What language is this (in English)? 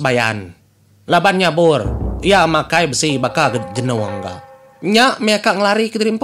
Iban